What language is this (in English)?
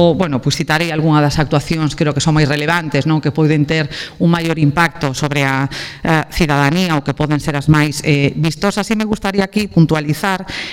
Galician